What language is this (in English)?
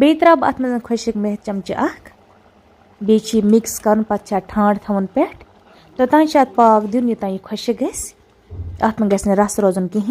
Kashmiri